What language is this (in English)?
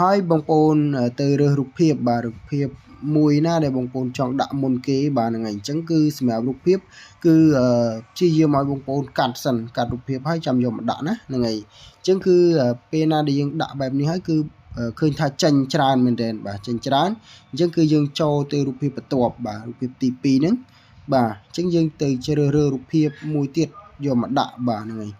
Khmer